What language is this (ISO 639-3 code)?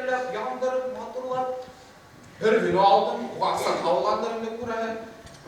bak